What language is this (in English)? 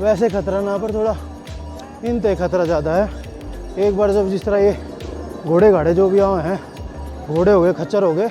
Haryanvi